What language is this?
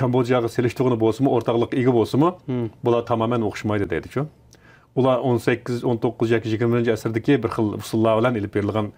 Uyghur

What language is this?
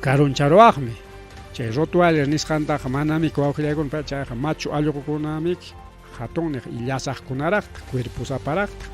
Ayacucho Quechua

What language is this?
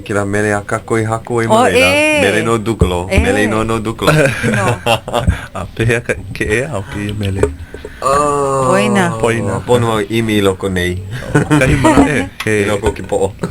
Hawaiian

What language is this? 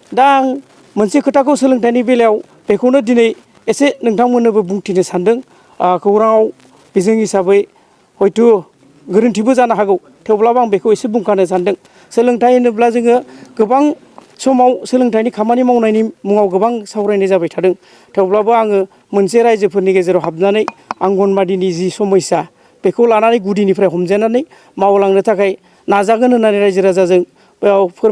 Bodo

